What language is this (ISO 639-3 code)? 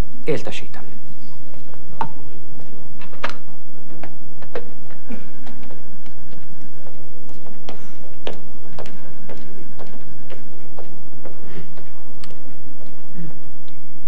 hun